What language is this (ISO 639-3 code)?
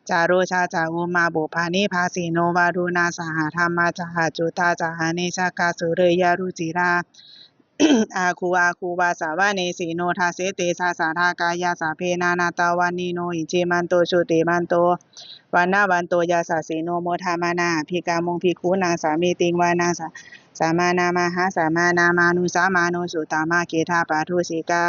pli